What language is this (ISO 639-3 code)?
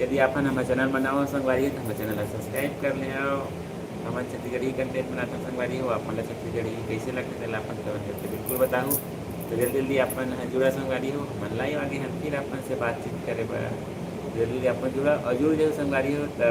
hne